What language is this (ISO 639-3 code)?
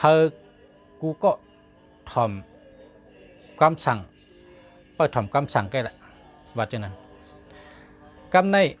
shn